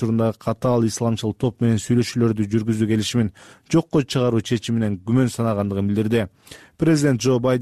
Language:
Kyrgyz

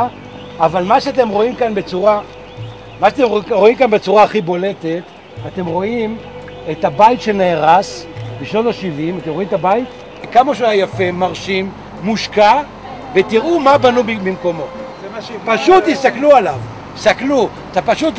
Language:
Hebrew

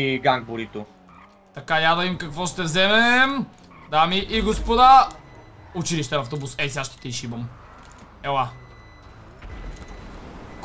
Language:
Bulgarian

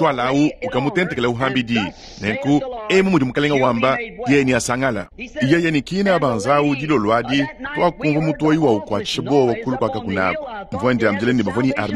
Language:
Luba-Lulua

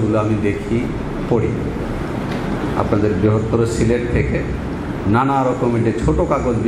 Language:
Bangla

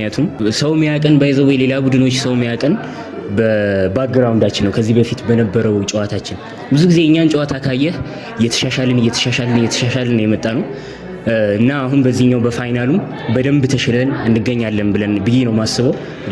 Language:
Amharic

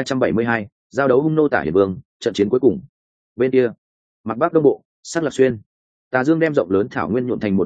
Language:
Vietnamese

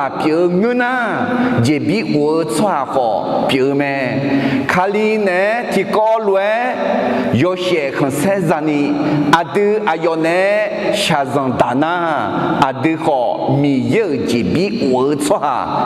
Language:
Akha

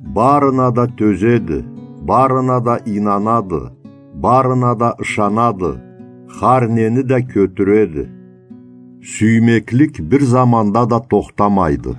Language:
Karachay-Balkar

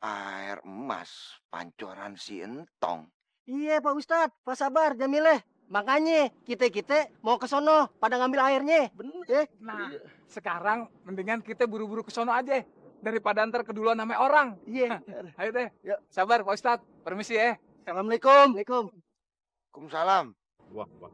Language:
Betawi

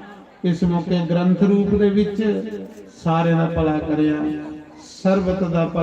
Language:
Dogri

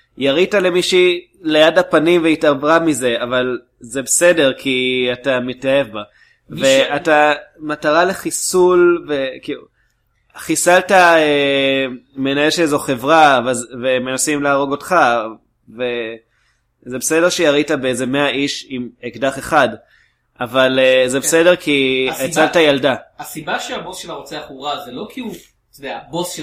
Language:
Hebrew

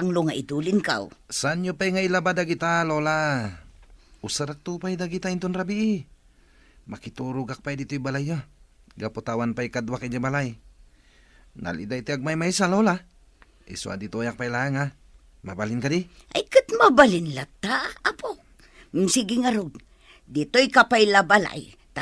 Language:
Iloko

